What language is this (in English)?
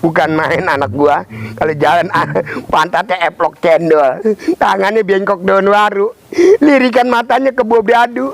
Betawi